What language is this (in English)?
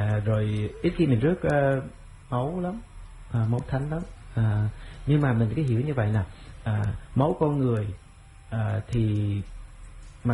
Vietnamese